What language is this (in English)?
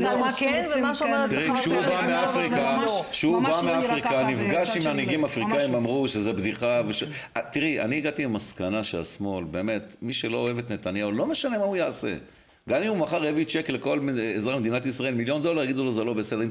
Hebrew